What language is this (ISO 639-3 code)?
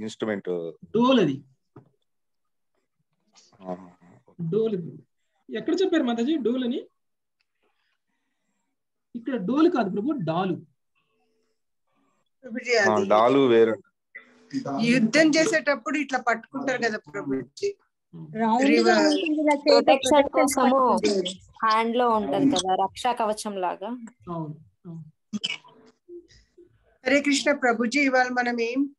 tel